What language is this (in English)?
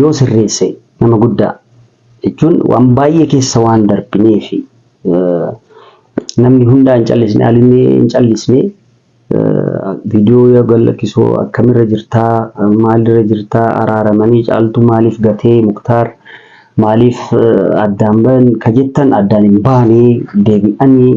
Oromo